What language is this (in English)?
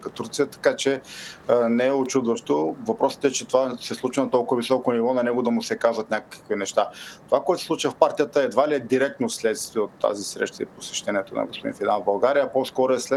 Bulgarian